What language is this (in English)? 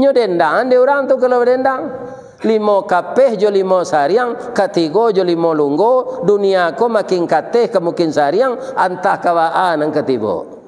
Minangkabau